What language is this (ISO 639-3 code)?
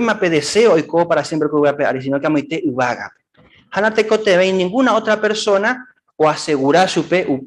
grn